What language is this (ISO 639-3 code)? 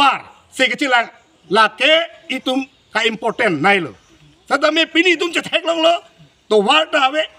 mjw